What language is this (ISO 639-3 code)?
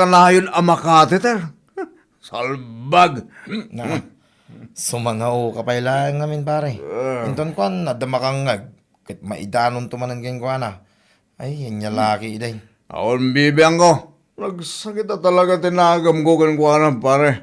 ilo